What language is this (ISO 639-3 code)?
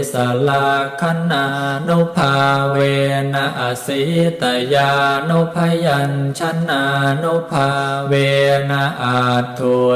pli